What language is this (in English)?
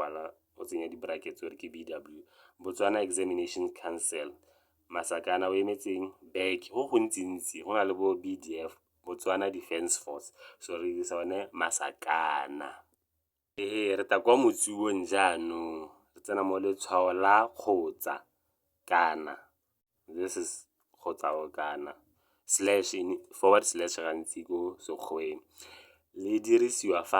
Tswana